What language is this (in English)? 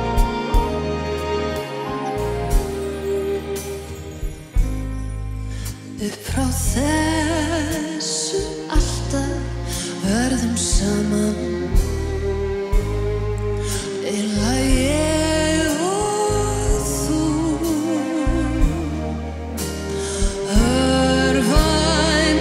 Icelandic